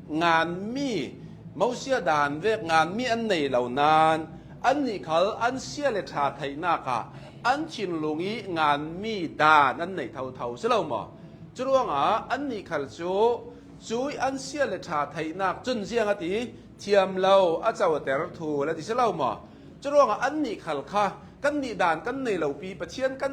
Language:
Hakha Chin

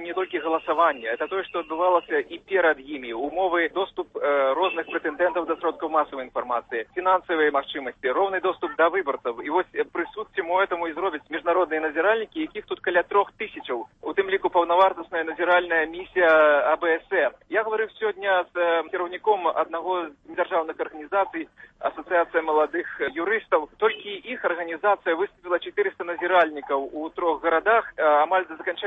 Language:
Belarusian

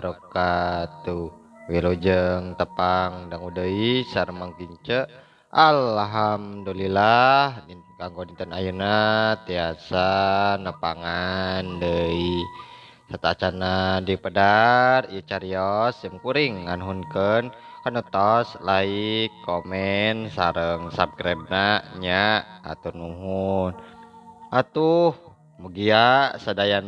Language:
Sundanese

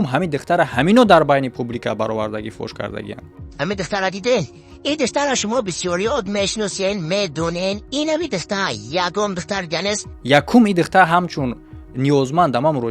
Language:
Tajik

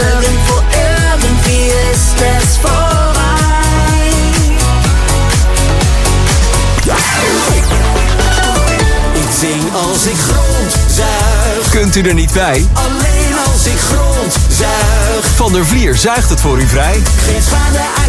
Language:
Dutch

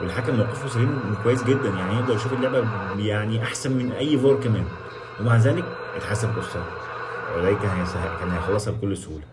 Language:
Egyptian Arabic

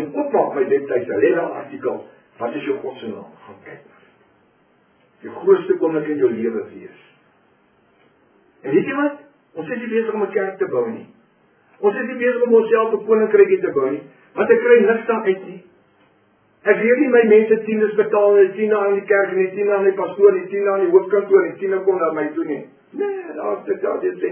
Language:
Afrikaans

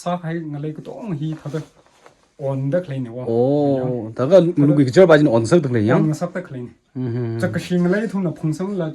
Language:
Tangkhul Naga (India)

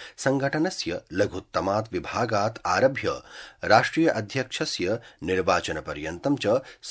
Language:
Sanskrit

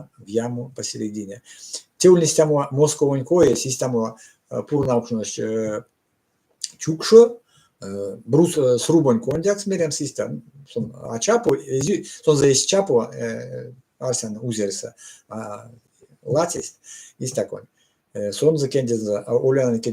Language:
Erzya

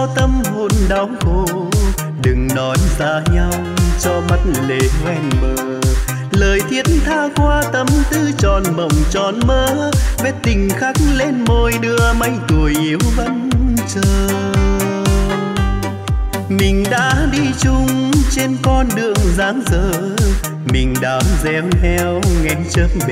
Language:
Vietnamese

